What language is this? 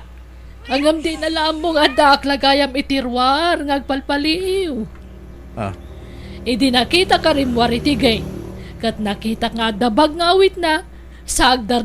Iloko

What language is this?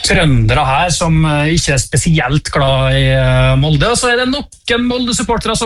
Norwegian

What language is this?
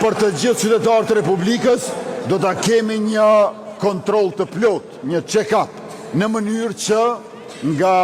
Albanian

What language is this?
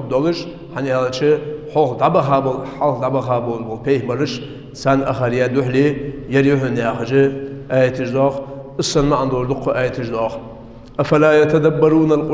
Ingush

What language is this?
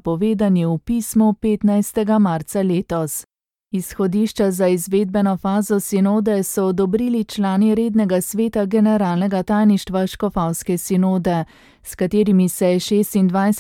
Slovenian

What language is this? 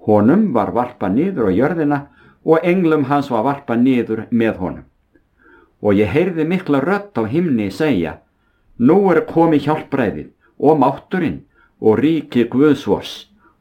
Icelandic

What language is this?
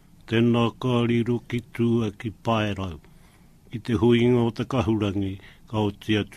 Māori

